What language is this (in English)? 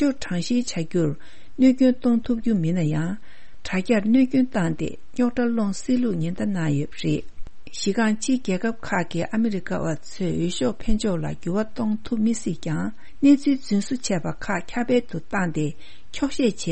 Tibetan